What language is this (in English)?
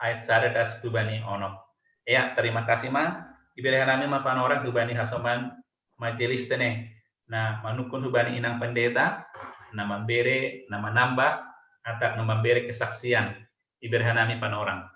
Batak Simalungun